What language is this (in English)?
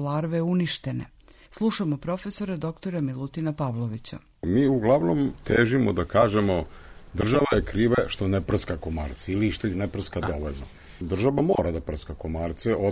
Serbian